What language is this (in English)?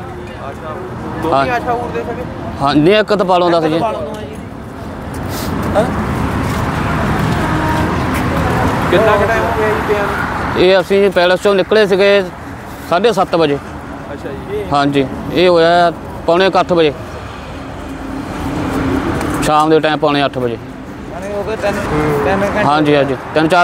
Punjabi